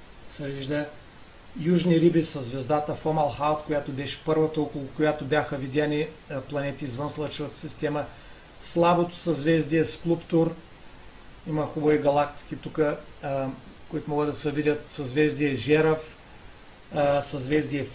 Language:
Bulgarian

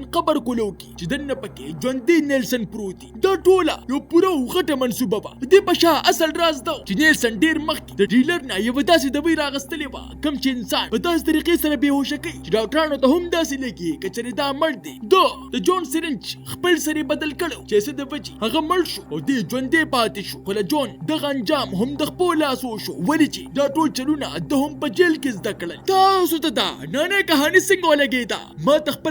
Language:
Pashto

